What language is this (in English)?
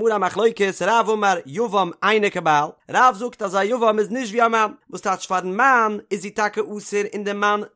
Yiddish